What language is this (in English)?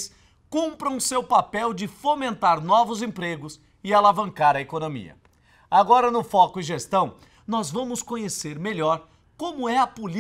Portuguese